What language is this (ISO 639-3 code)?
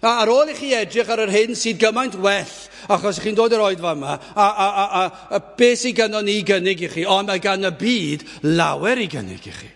cym